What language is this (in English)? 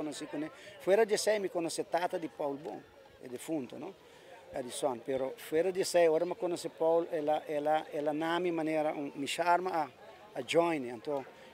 Papiamento